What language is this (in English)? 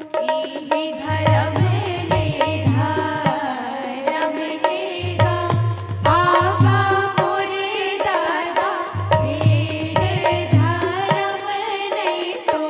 Chhattisgarhi